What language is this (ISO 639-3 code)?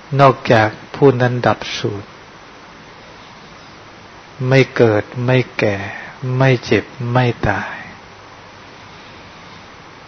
tha